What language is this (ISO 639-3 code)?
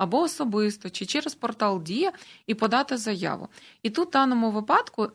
ukr